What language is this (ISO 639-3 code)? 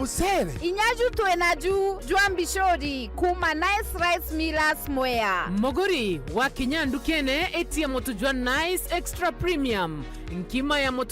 mer